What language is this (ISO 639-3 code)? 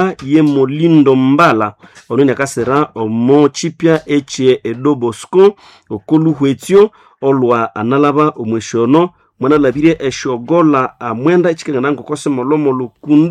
nnb